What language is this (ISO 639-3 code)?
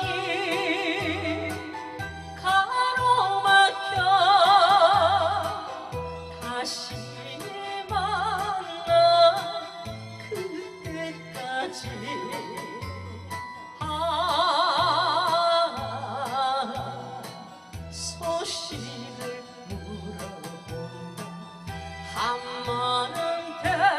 kor